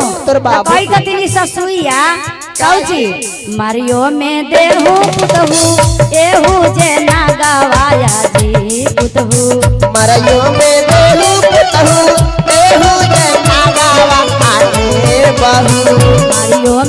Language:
Magahi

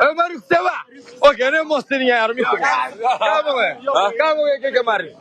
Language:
Kabuverdianu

